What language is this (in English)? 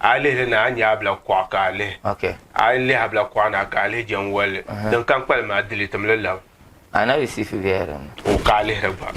Dagbani